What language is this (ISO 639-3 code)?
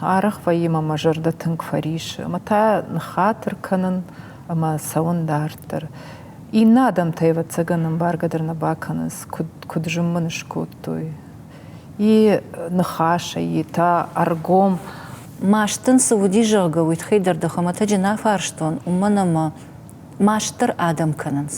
oss